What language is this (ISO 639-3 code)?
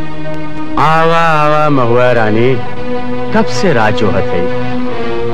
bho